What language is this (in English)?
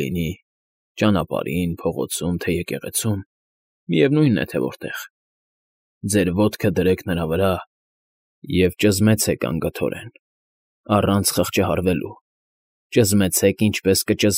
Armenian